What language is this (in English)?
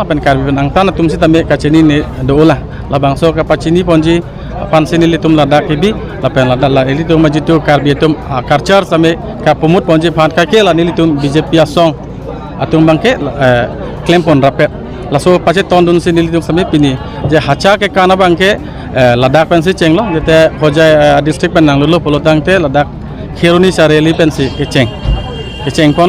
Karbi